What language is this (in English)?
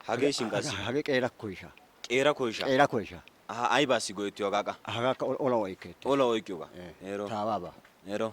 Wolaytta